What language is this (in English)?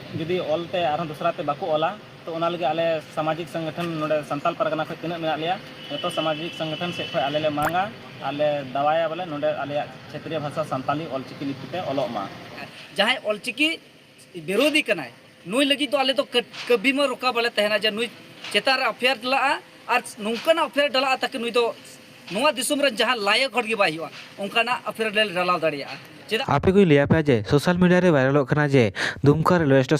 Santali